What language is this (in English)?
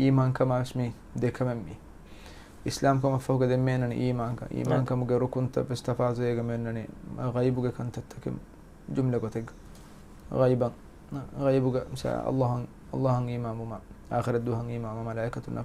Divehi